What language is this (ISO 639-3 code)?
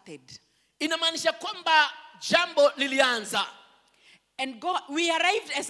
swa